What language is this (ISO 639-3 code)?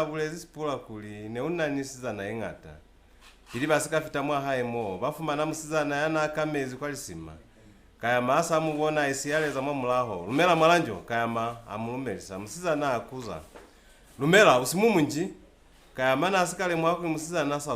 loz